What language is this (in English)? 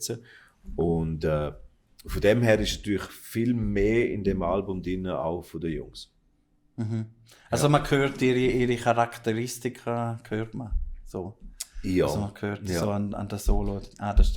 Swiss German